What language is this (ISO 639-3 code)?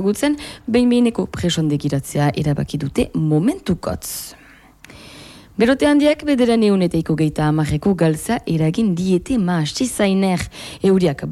eus